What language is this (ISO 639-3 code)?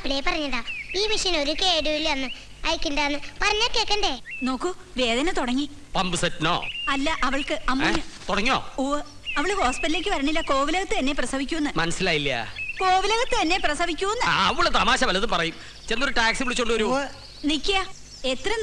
mal